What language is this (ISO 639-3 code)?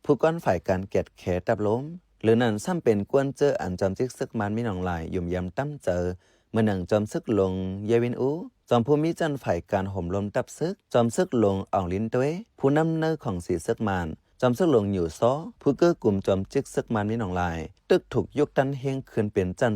shn